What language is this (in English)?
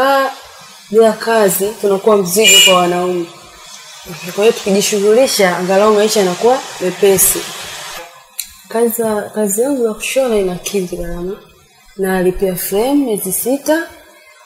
Swahili